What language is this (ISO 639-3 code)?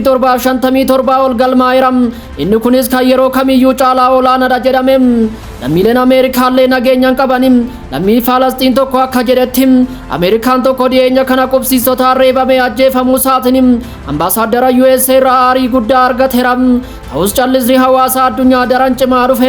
orm